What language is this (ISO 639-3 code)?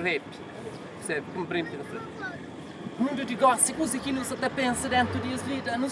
kea